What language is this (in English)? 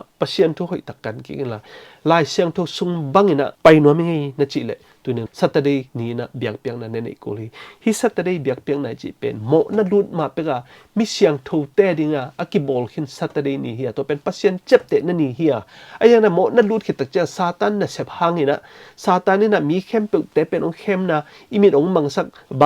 Tedim Chin